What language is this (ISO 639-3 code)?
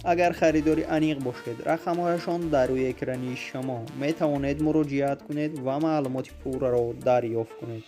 tgk